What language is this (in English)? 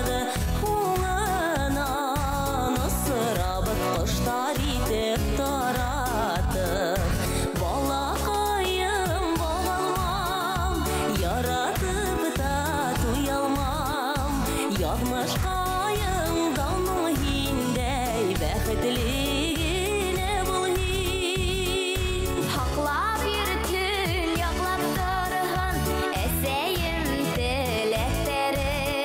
Bashkir